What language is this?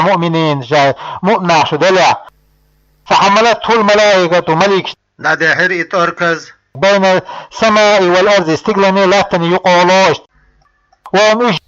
Chechen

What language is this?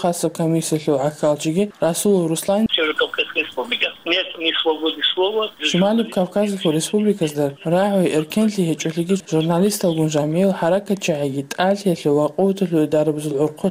Avaric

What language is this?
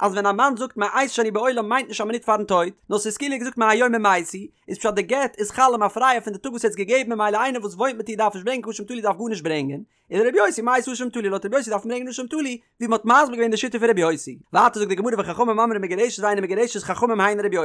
Yiddish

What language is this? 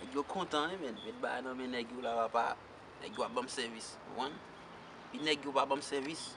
Haitian Creole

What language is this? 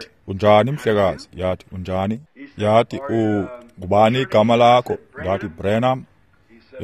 Xhosa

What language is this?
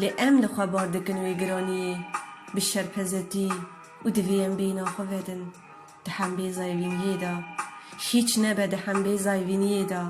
Kurdish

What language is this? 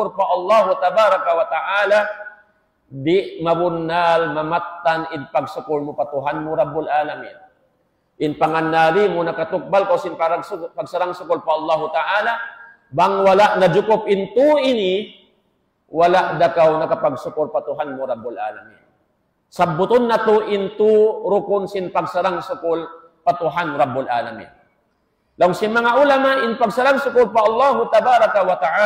Tausug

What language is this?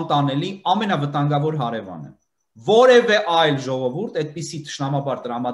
Armenian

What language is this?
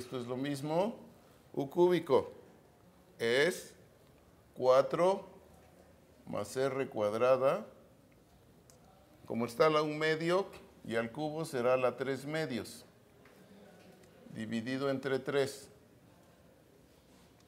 Spanish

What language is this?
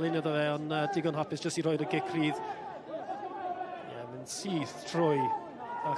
Welsh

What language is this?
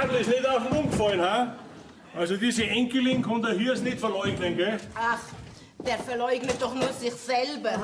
Bavarian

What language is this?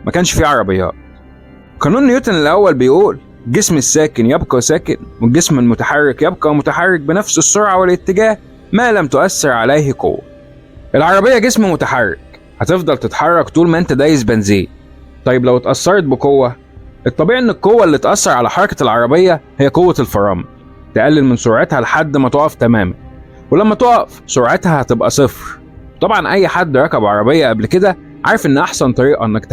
Egyptian Arabic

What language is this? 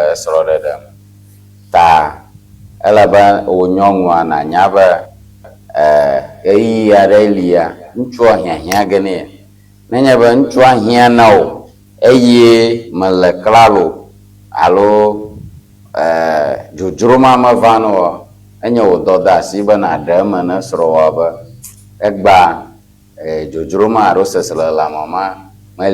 Ewe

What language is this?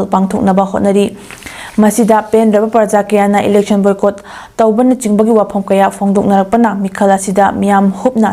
Manipuri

